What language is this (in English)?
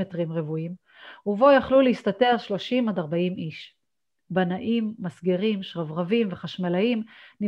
Hebrew